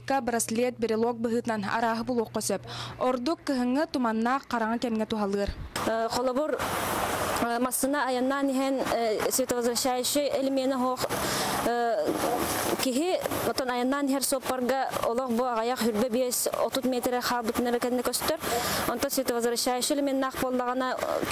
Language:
Yakut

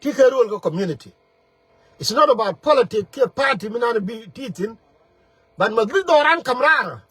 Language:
Nuer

